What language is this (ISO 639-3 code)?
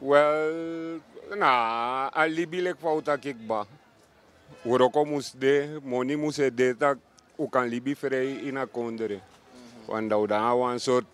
srn